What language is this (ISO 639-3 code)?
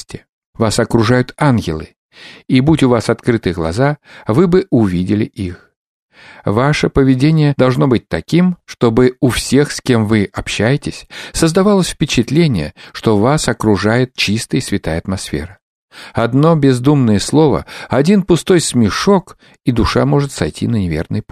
rus